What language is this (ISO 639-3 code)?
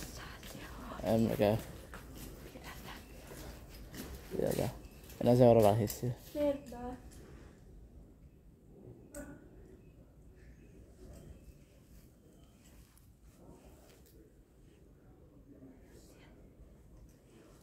fin